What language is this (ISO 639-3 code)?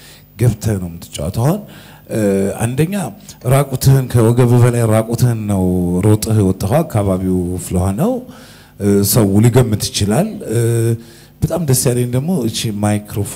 amh